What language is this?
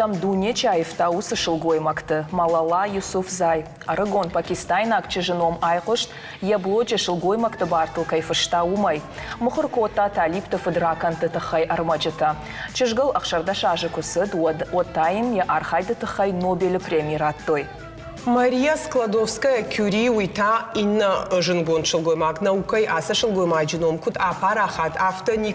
Ossetic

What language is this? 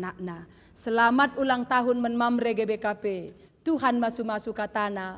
Batak Karo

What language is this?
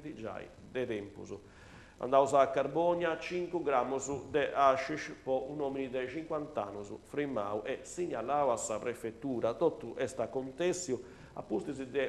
Sardinian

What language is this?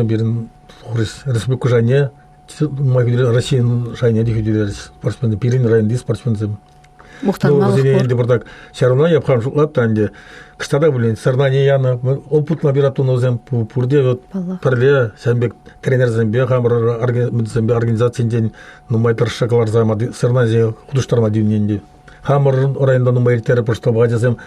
Chuvash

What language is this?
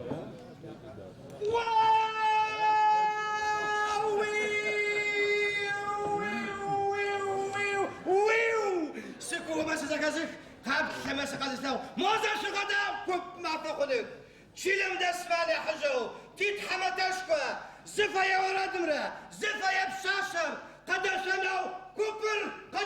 Adyghe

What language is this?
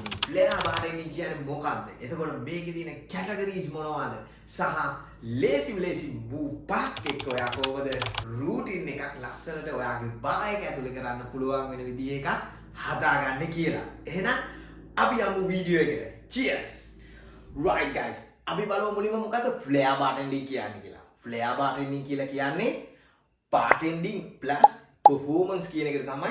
Sinhala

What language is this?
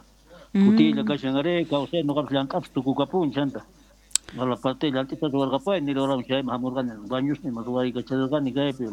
South Bolivian Quechua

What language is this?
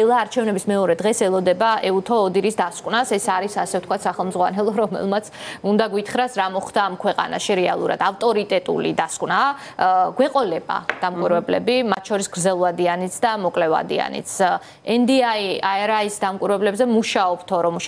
Georgian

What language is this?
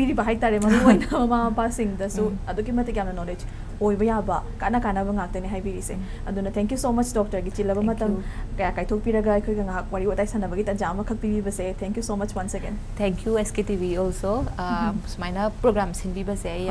Manipuri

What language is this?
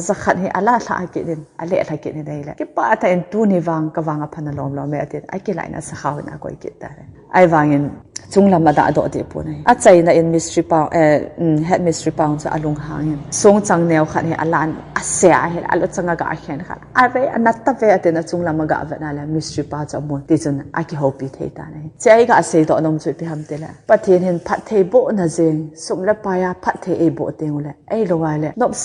Thado Chin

